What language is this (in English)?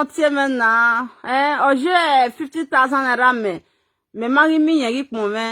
Nigerian Pidgin